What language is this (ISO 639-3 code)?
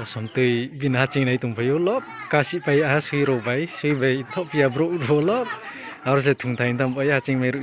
ria